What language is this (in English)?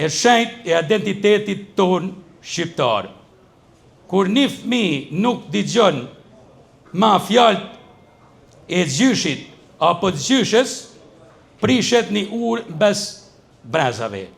Albanian